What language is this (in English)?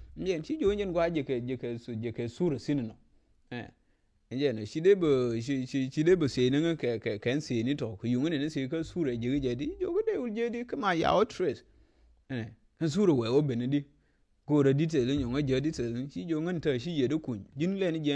Nuer